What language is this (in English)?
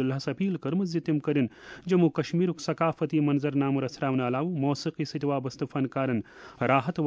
Kashmiri